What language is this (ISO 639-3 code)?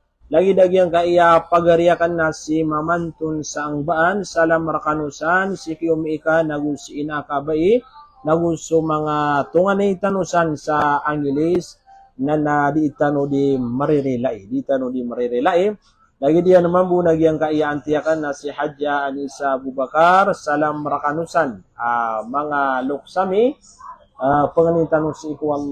mrw